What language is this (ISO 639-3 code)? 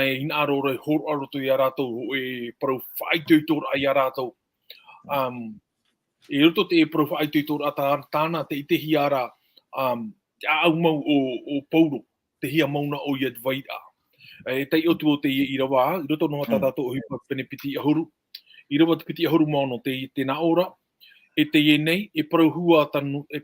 tah